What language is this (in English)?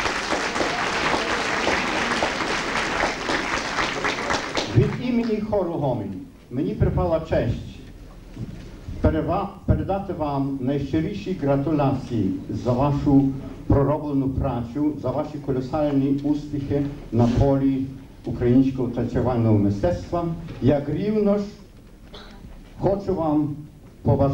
Ukrainian